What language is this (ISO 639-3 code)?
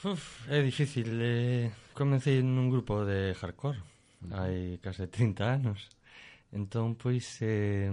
glg